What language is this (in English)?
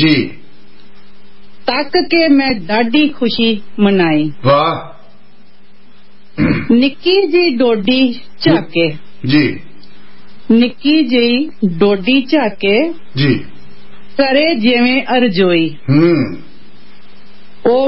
Punjabi